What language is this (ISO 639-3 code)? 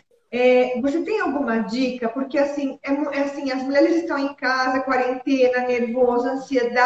por